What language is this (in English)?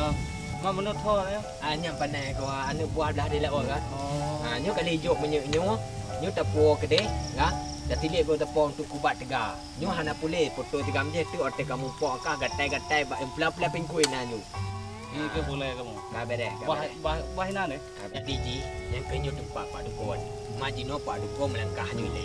Achinese